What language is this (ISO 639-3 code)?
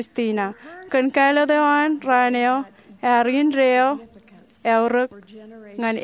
mah